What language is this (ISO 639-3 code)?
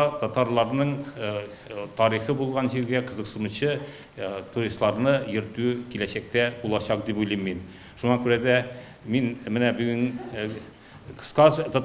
tat